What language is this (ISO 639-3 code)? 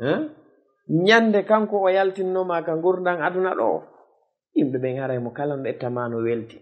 ful